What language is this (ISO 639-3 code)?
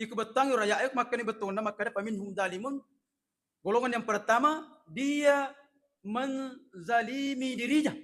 bug